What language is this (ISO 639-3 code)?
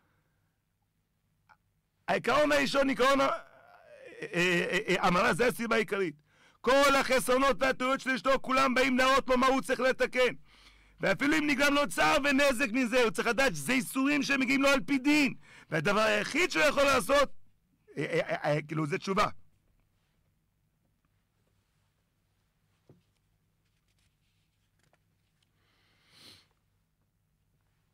heb